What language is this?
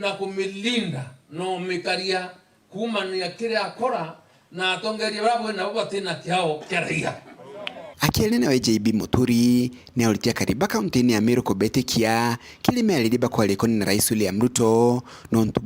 Meru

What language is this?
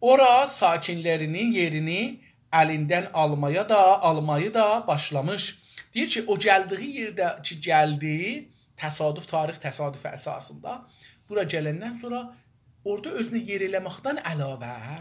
South Azerbaijani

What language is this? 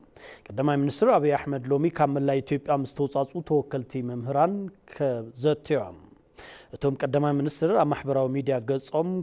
Tigrinya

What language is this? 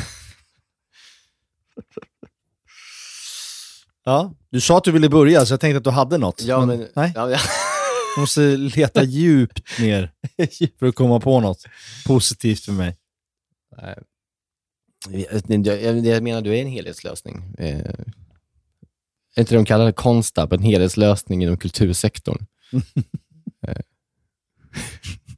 Swedish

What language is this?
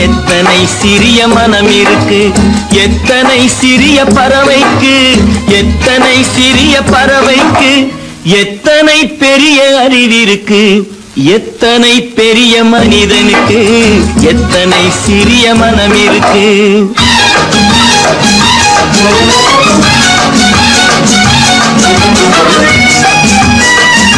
Tamil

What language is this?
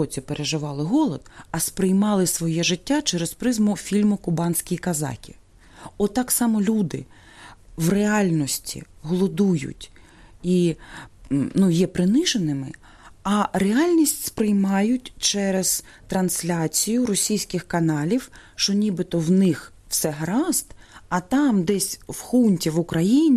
Ukrainian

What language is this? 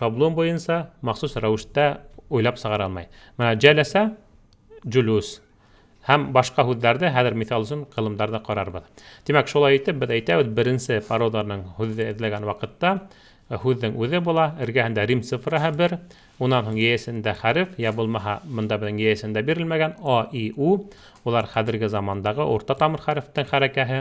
Bashkir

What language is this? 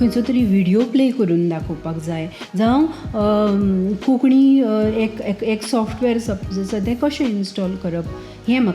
Konkani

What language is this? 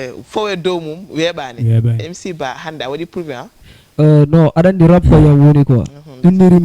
Fula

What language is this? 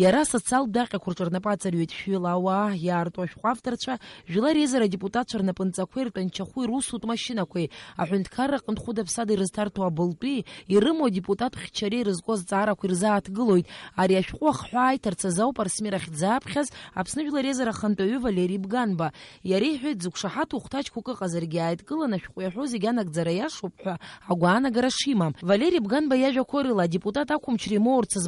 Abkhazian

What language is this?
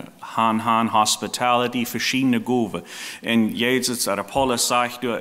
Plautdietsch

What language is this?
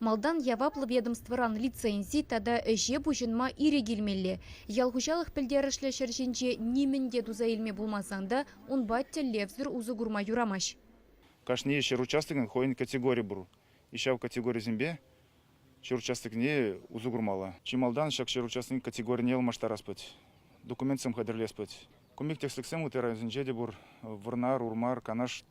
Chuvash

